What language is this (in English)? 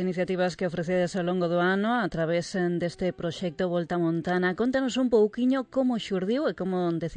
Galician